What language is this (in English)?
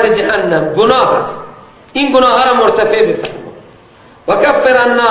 Persian